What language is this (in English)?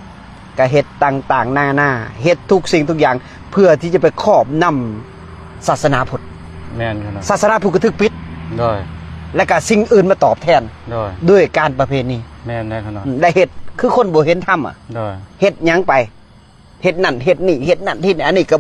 Lao